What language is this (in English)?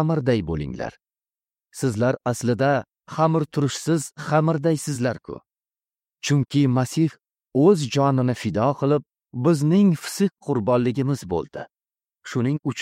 Uzbek